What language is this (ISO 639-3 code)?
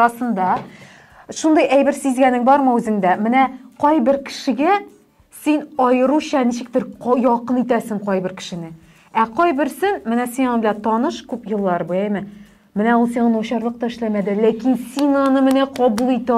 tat